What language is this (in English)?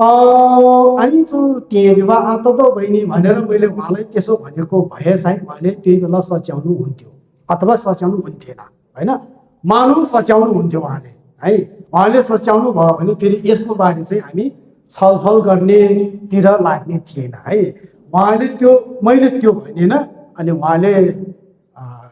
Nepali